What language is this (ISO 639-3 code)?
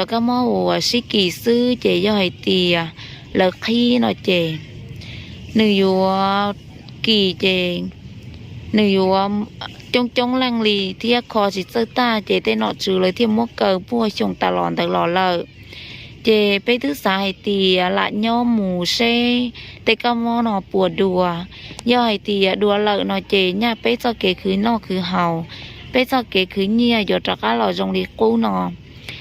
hmn